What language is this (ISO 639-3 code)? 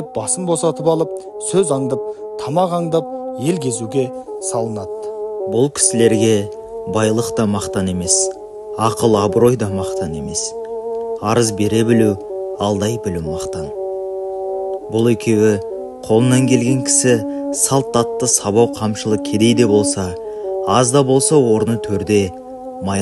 kaz